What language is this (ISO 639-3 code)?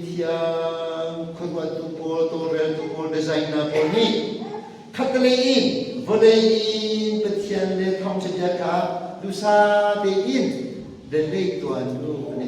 cnh